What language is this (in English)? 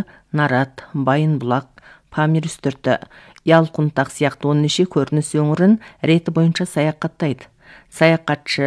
Kazakh